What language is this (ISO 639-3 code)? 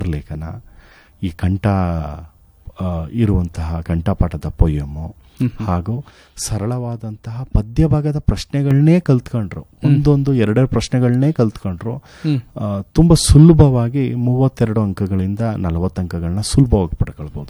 kan